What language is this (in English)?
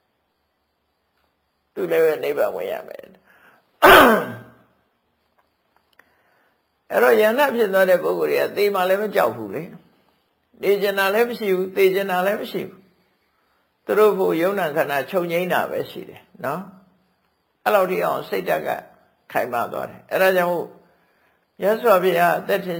Burmese